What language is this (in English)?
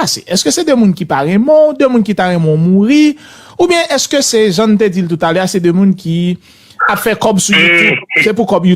Haitian Creole